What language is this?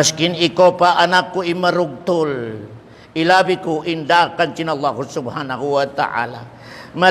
Tausug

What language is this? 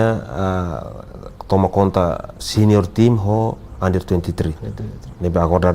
Tetum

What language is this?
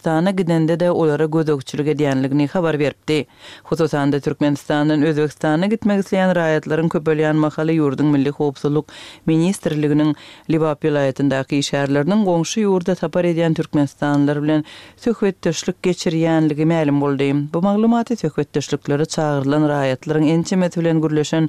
Turkmen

